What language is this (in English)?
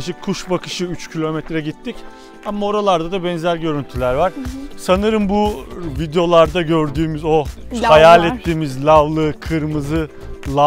Turkish